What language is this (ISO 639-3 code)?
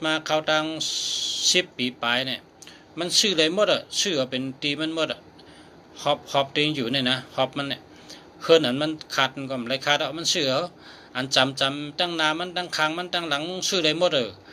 shn